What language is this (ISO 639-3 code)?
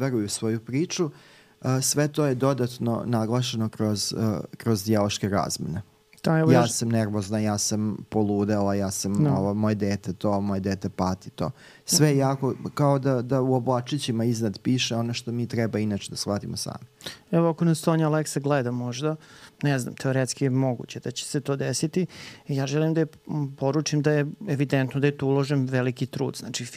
srp